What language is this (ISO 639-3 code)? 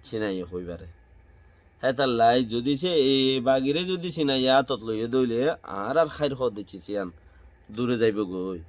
rhg